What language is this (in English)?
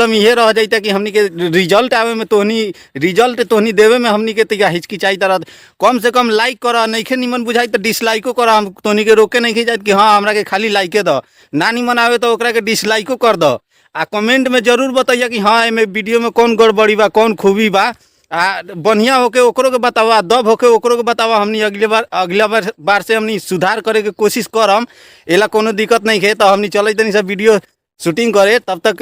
Bhojpuri